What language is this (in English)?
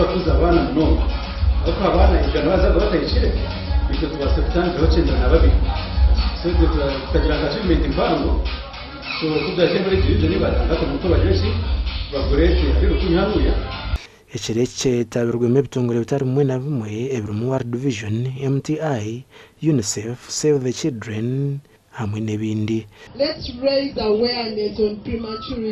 Nyankole